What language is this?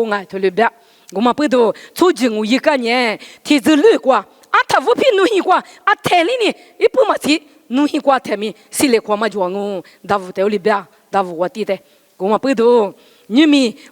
Lisu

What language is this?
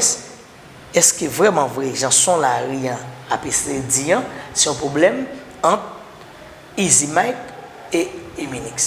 Haitian Creole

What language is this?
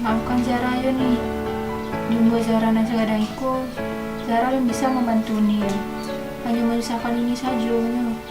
Minangkabau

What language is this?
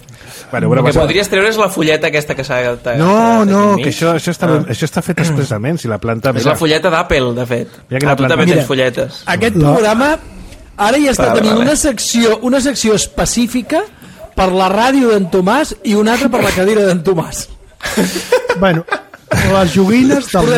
Catalan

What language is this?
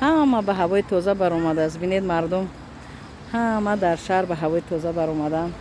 Tajik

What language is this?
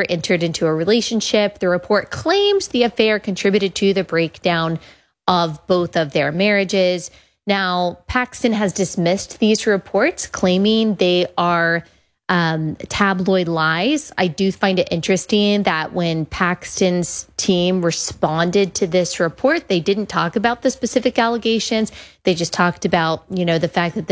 English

